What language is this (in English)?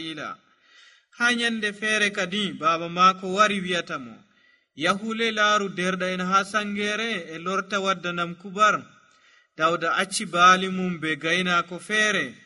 Nigerian Fulfulde